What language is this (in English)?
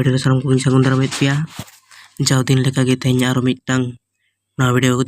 Santali